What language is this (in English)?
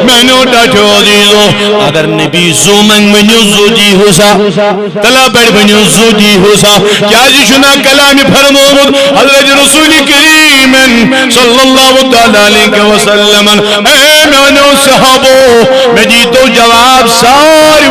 Kashmiri